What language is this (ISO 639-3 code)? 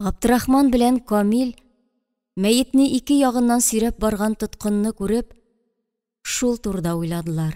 tat